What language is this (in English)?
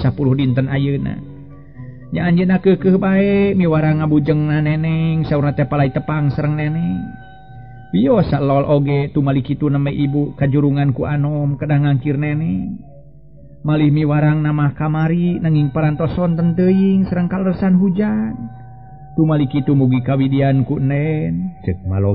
Sundanese